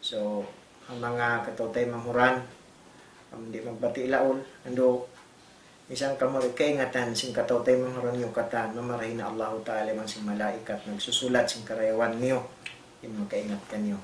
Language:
Tausug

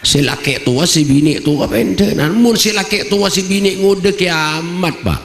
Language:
Madurese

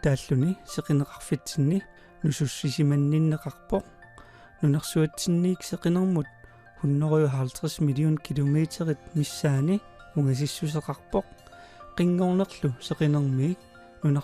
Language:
Kalaallisut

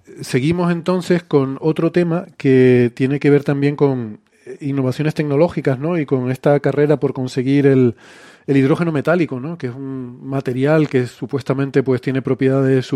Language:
Spanish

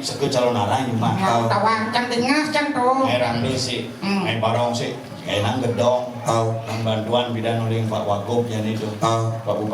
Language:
Balinese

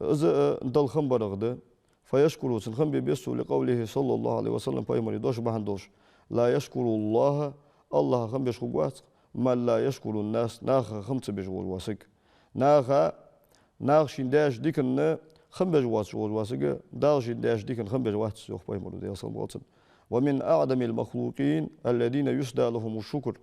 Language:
Ingush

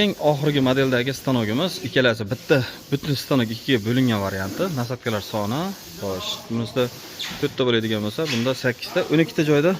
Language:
Uzbek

